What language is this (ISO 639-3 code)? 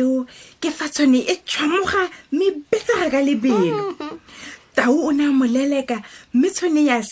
tsn